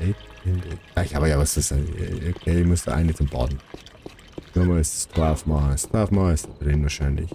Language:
Bavarian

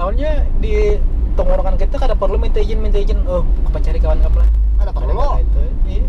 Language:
Banjar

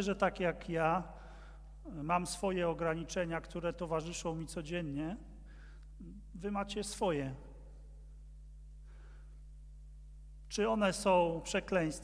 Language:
Polish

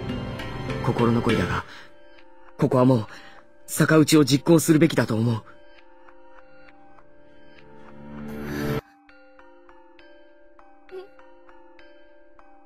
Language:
Japanese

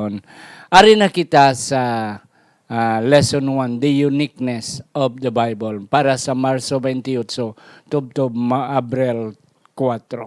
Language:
Hiligaynon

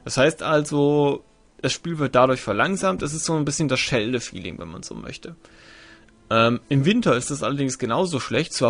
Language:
German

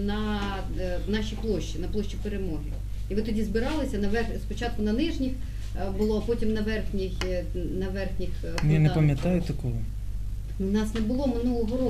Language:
Ukrainian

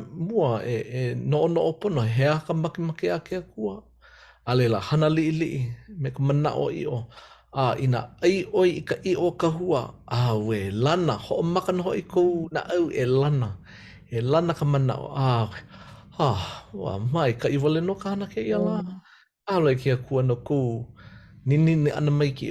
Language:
Hawaiian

